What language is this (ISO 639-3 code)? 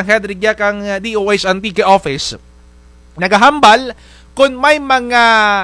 krj